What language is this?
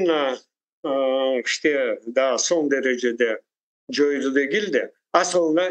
Crimean Tatar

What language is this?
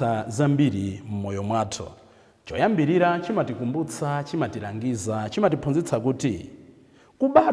Nyanja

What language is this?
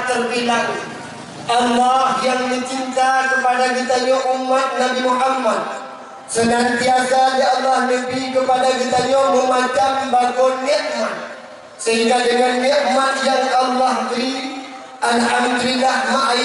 Achinese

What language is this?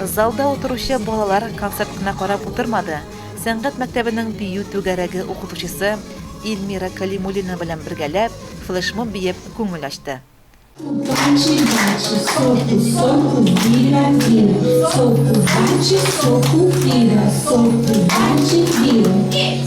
Tatar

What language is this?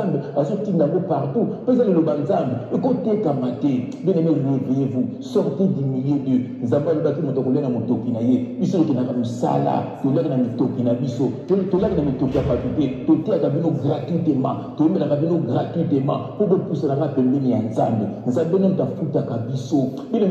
Lingala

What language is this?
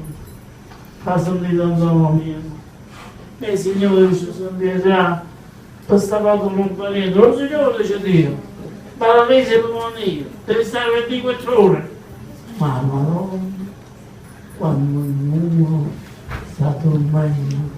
Neapolitan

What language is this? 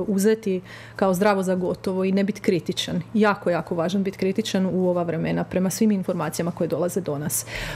Croatian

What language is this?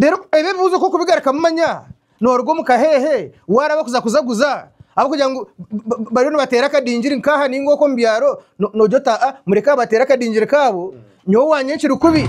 Nyankole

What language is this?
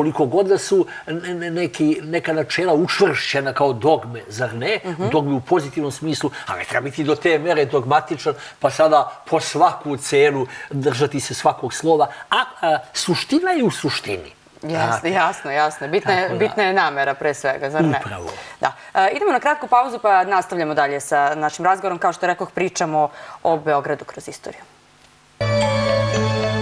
Serbian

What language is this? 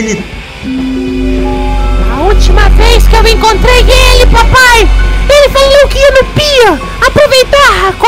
Portuguese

